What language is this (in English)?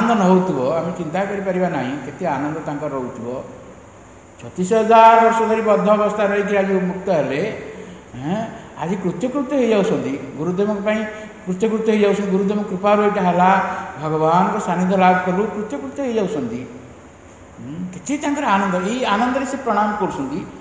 Odia